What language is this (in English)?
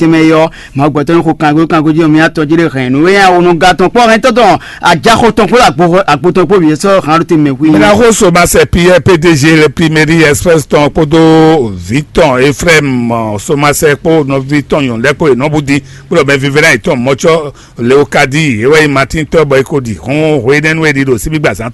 Fon